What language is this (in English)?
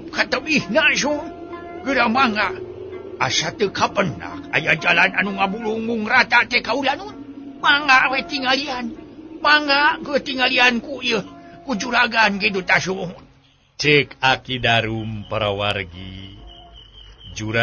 Sundanese